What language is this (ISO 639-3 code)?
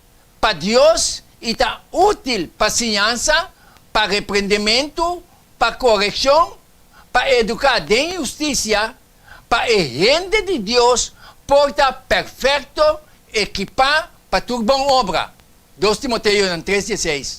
pap